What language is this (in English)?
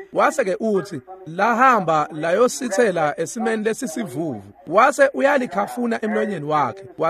Swati